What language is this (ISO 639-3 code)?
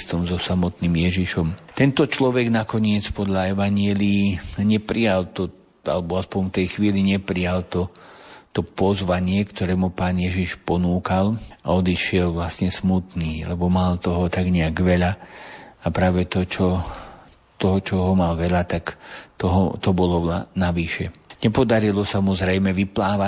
slk